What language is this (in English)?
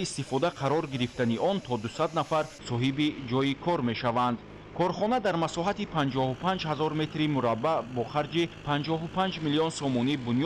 Tajik